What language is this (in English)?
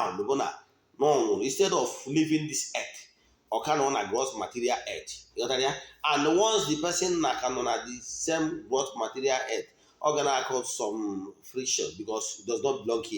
Igbo